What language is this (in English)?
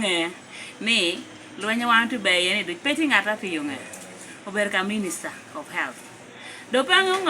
Lango (Uganda)